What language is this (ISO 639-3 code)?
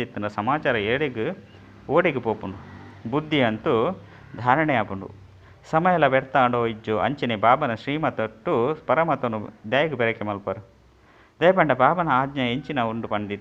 tcy